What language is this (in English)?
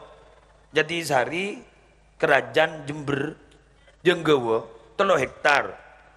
Madurese